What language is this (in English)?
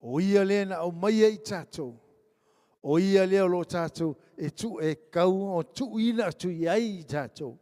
Samoan